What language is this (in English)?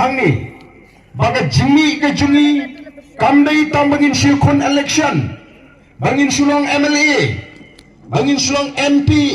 Khasi